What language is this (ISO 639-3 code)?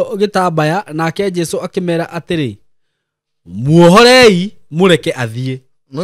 kik